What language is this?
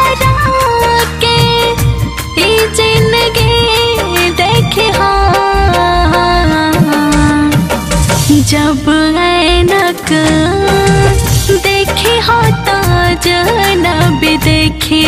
Bhojpuri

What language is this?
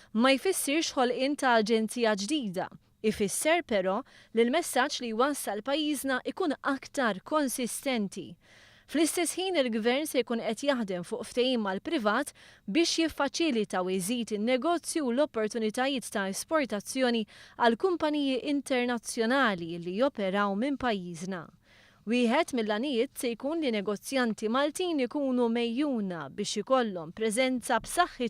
Maltese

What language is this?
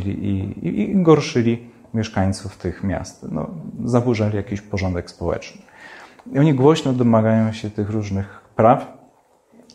Polish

